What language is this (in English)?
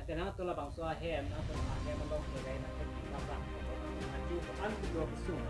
Karbi